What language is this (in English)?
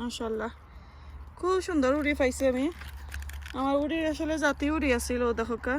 Sylheti